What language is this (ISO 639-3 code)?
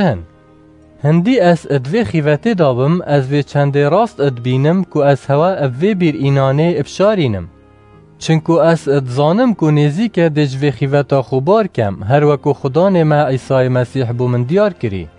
kur